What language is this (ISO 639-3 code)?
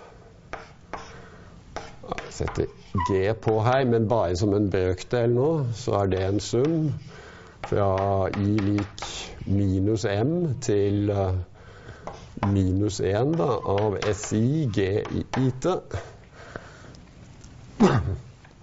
nor